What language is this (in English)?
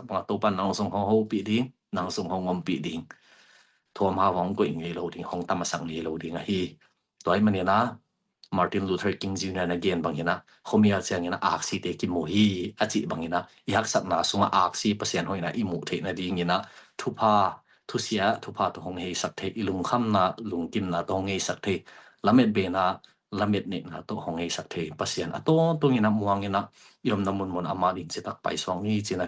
Tedim Chin